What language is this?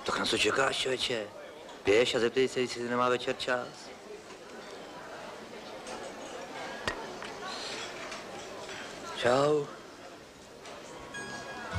Czech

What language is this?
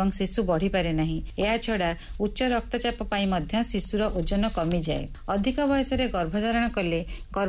Odia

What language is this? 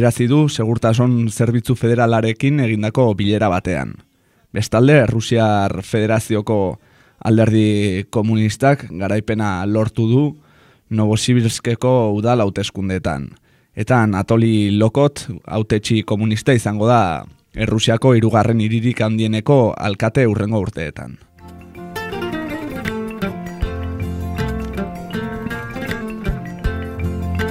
Basque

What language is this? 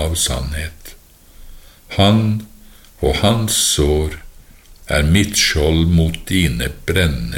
Norwegian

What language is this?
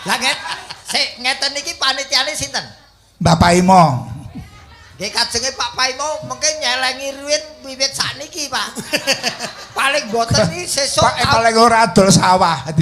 Javanese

